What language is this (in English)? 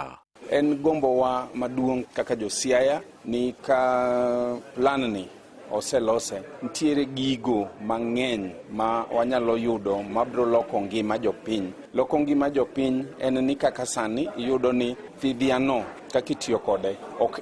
Luo (Kenya and Tanzania)